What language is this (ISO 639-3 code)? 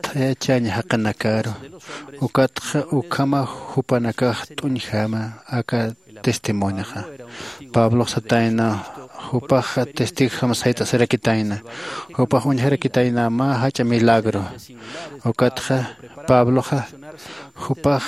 aym